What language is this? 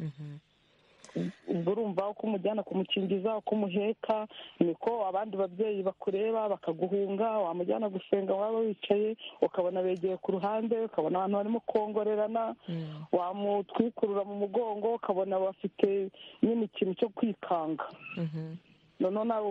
Kinyarwanda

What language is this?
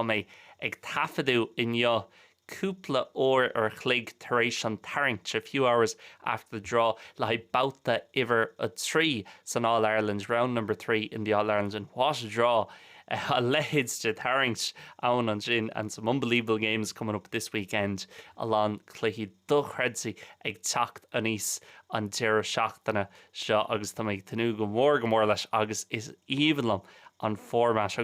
Irish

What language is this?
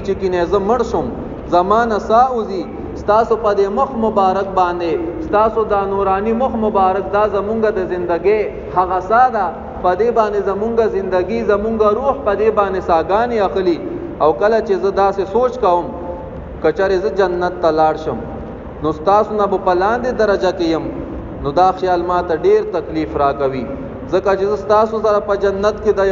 Pashto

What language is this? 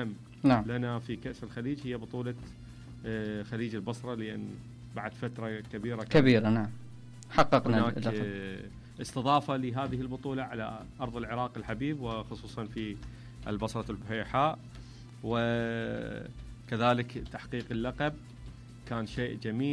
Mesopotamian Arabic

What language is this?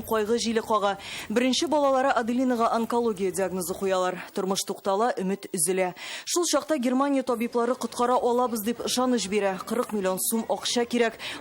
Tatar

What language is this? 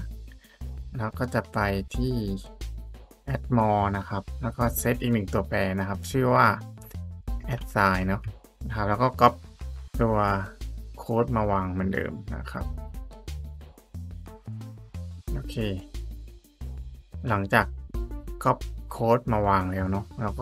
Thai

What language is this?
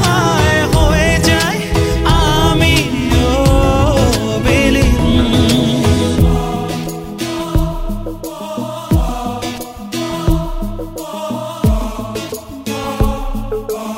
Bangla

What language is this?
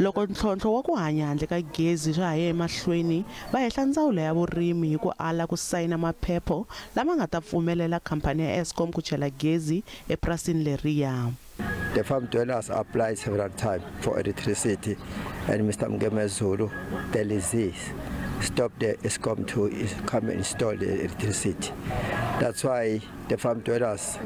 Tsonga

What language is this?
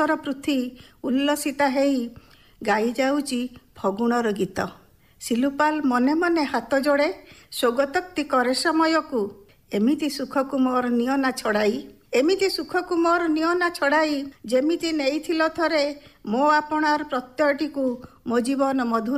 Odia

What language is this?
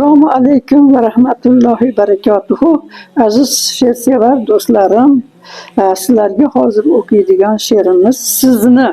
Uzbek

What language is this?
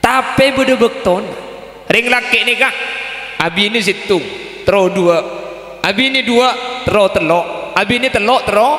Madurese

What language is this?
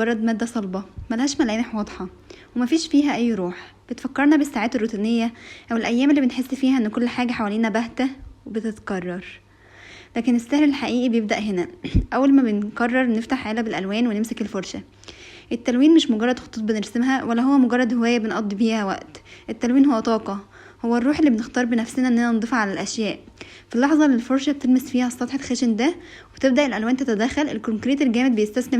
Egyptian Arabic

